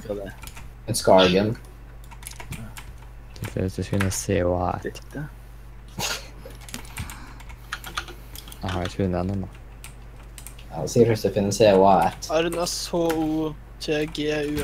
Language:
Norwegian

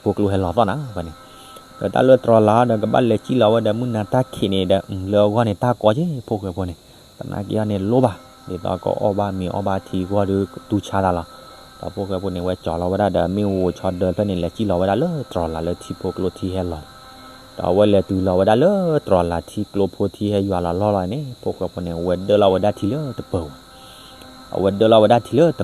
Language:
S'gaw Karen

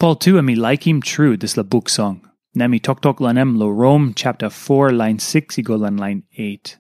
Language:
Tok Pisin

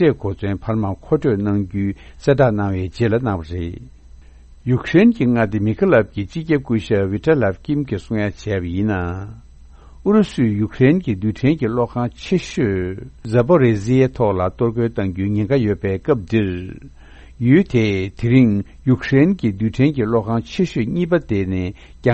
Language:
Tibetan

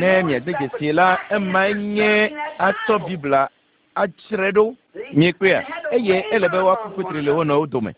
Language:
Ewe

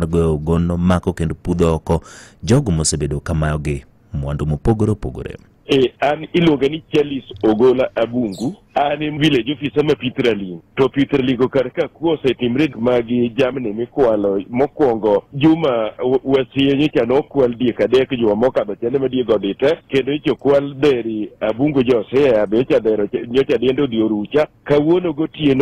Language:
Luo (Kenya and Tanzania)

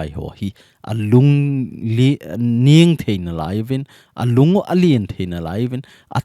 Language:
Thado Chin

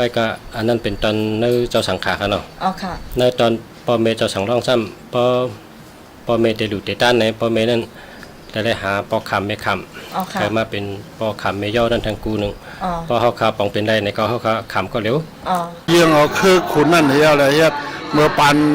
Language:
Shan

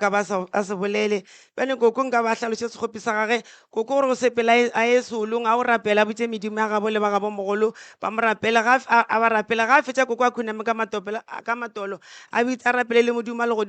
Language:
Northern Sotho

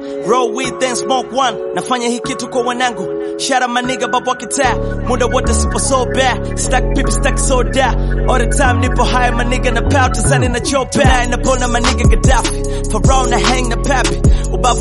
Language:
Swahili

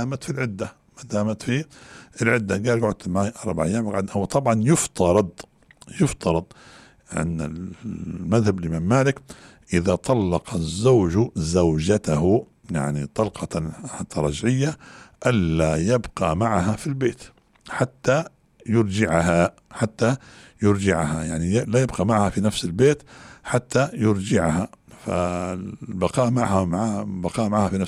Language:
Arabic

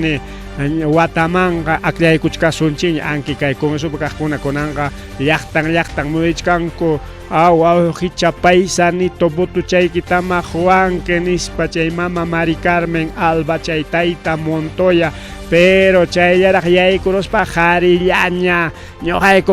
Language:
Ayacucho Quechua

